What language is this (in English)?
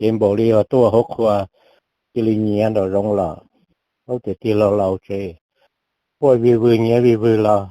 Hmong